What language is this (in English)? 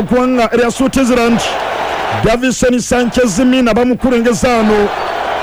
Ganda